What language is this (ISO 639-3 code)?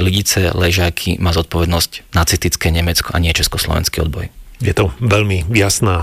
slk